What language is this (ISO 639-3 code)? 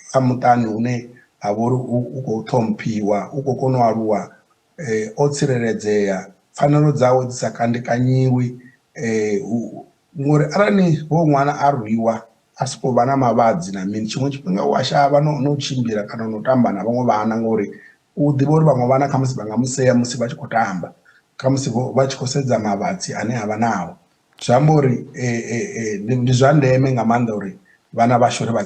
ven